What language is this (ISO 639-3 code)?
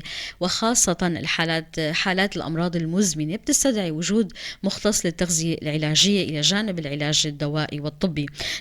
apc